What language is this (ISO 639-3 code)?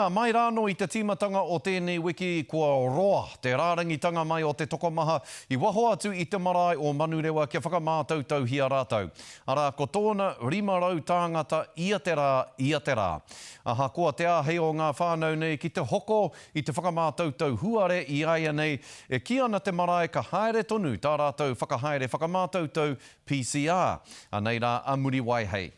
mri